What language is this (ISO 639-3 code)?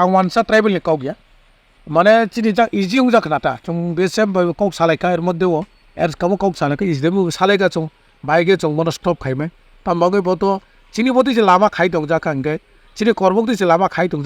trp